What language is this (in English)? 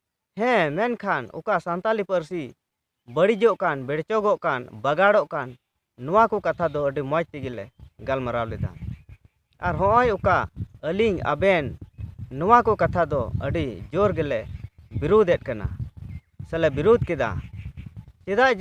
Santali